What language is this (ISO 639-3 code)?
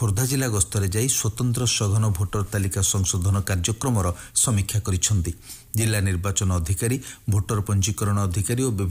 ori